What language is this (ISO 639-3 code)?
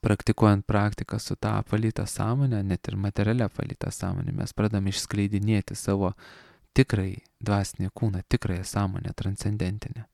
lit